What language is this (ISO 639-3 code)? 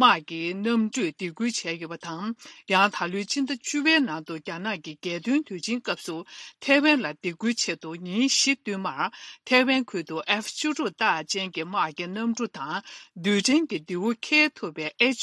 bod